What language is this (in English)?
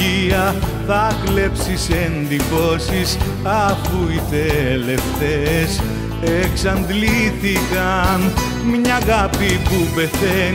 Greek